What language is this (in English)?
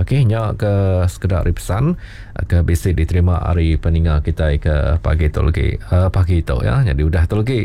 Iban